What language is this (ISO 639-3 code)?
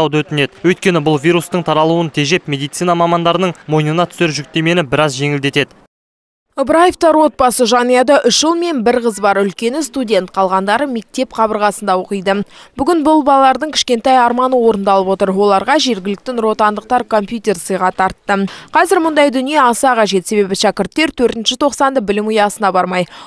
kaz